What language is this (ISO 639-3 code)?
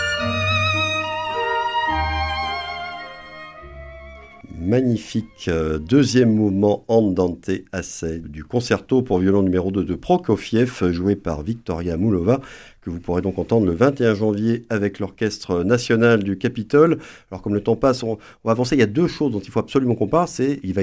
fra